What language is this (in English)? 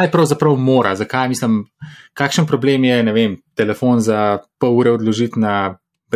Slovenian